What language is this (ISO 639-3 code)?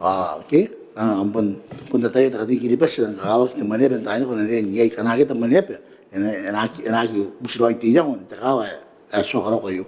gil